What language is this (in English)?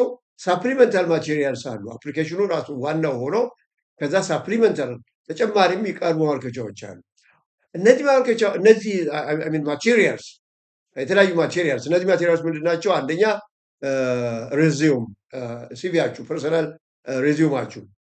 Amharic